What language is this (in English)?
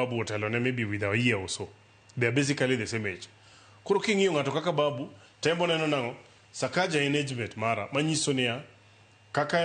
Luo (Kenya and Tanzania)